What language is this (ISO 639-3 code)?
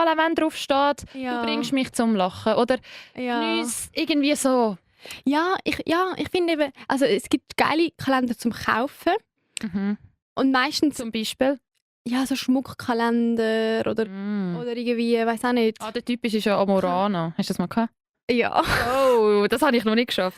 gsw